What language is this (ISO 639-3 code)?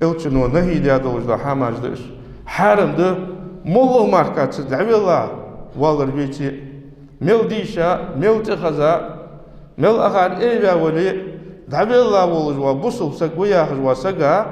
inh